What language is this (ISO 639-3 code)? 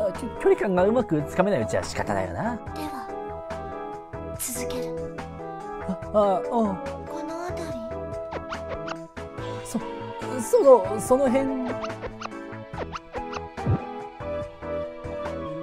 jpn